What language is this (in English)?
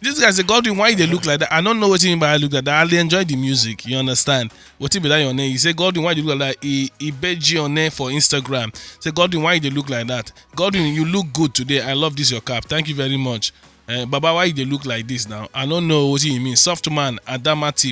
Nigerian Pidgin